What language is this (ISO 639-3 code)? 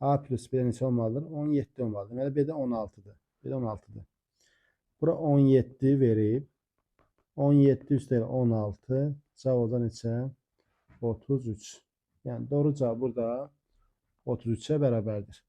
aze